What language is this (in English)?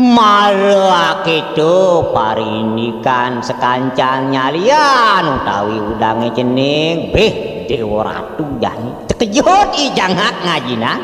Balinese